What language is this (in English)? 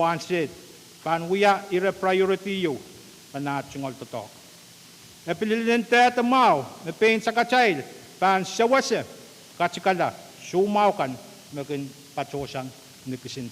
Pohnpeian